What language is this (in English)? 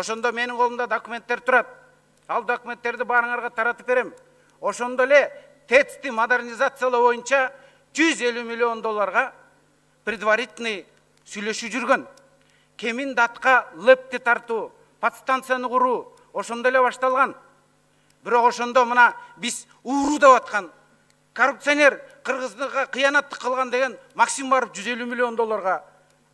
Kyrgyz